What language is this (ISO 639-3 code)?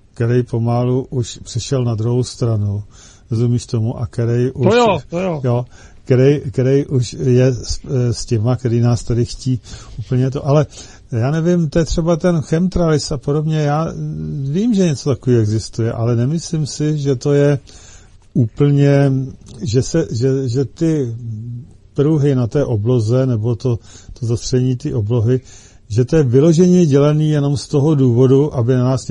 ces